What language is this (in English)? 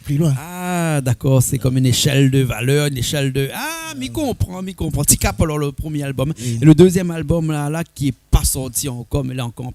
Réunion Creole French